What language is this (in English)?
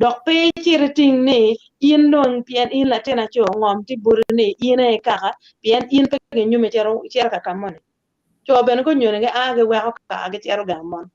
Acoli